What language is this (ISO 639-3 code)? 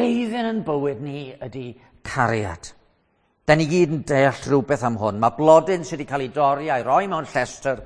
cym